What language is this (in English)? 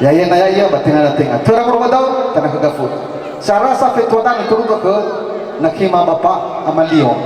Nias